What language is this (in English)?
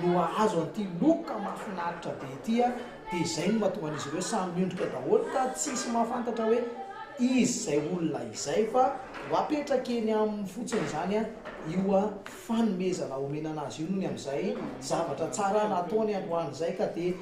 Malagasy